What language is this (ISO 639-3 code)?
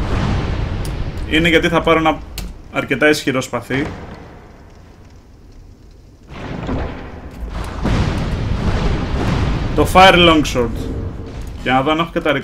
ell